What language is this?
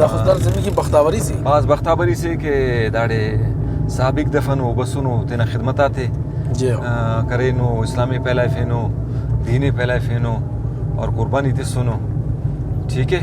Brahui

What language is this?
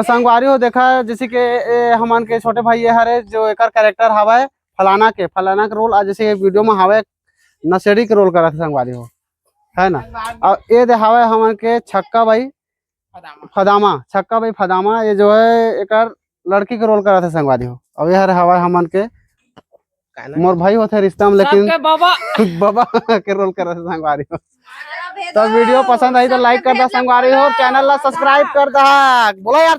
Chhattisgarhi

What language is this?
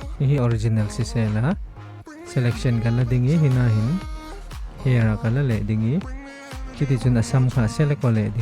Falam Chin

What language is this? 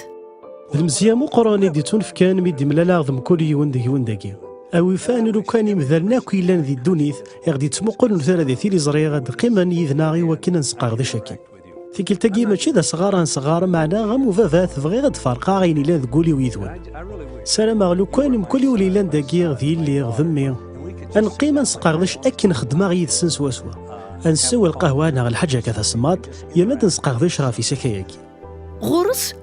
Kabyle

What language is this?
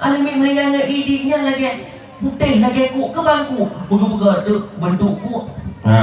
Achinese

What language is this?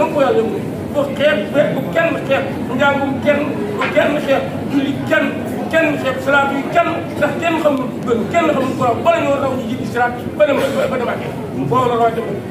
Wolof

